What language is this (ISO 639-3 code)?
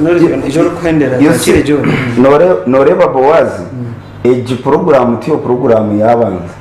nyn